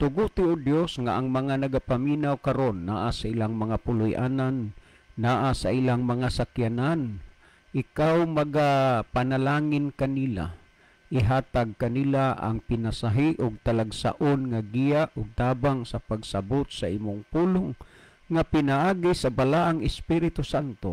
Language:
Cebuano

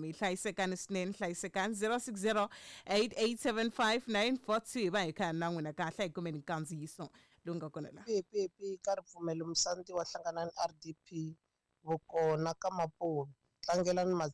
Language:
Tsonga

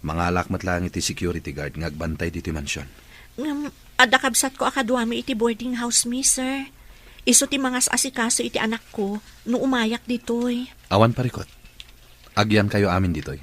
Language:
Iloko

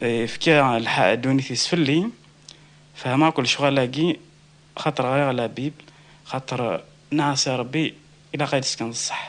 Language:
Kabyle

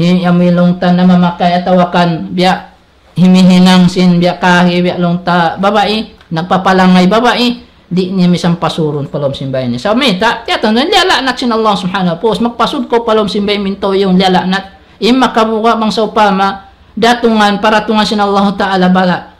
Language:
Tausug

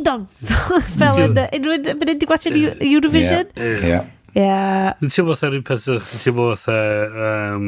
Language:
Welsh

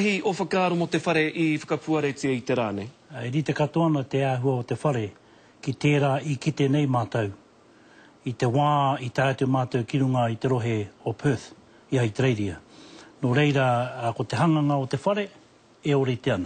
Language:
Māori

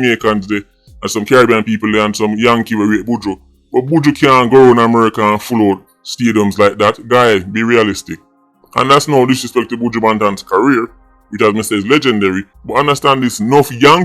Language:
Jamaican Creole English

